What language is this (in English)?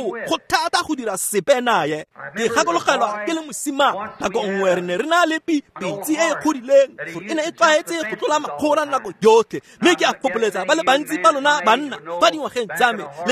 Tswana